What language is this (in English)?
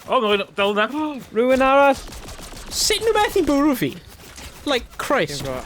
Welsh